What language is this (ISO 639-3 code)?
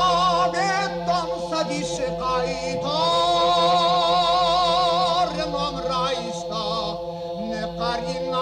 oss